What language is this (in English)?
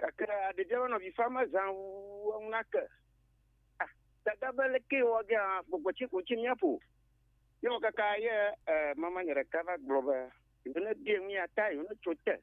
Ewe